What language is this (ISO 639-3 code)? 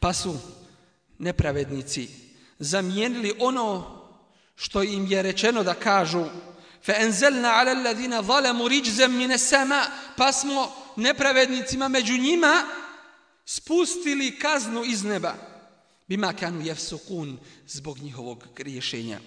bos